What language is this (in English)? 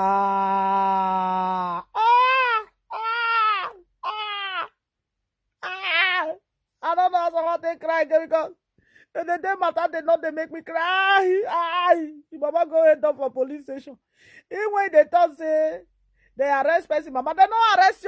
Nigerian Pidgin